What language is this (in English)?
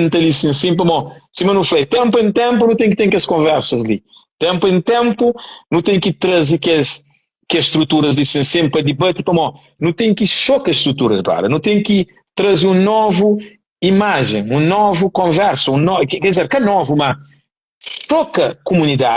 Kabuverdianu